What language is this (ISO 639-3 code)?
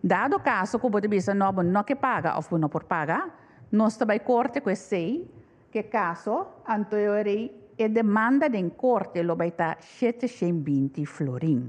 pap